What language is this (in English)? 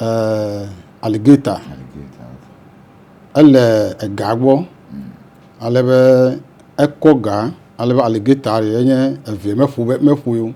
Ewe